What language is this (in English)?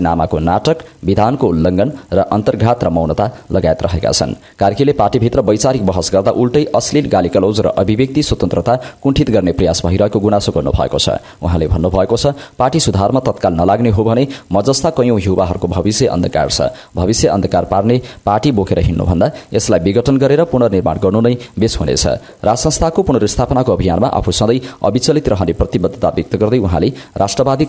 Nepali